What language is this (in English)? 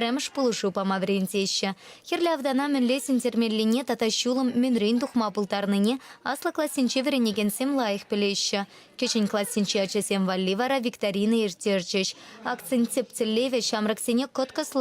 Chuvash